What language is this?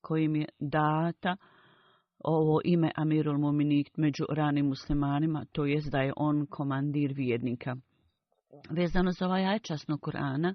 Bosnian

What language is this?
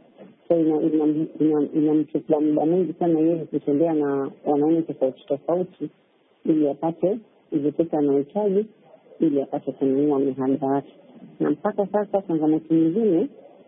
Swahili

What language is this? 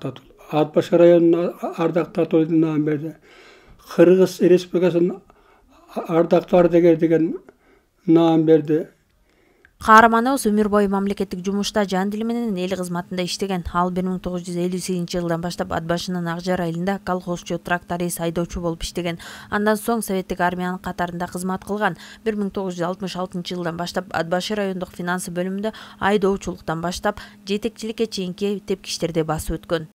Kyrgyz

